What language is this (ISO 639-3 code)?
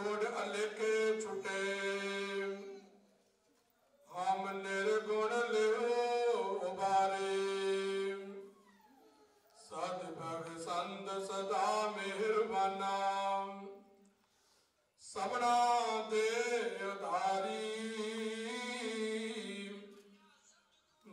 pan